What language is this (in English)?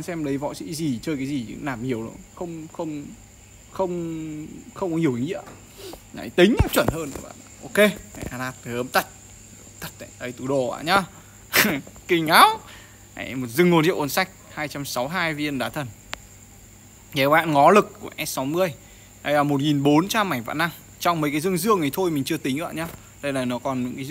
Vietnamese